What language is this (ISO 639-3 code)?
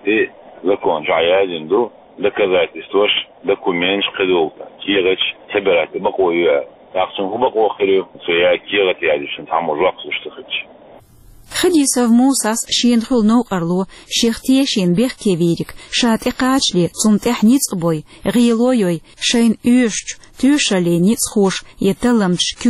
che